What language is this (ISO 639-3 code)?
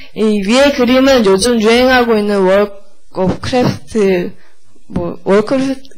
kor